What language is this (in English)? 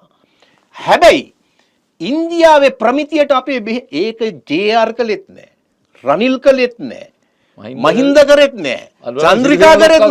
Sinhala